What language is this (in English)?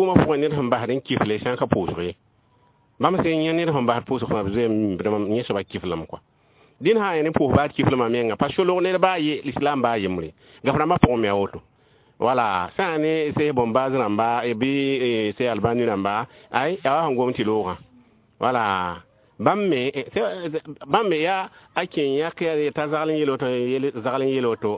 Mossi